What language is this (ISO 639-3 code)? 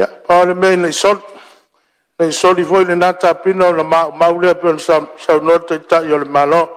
smo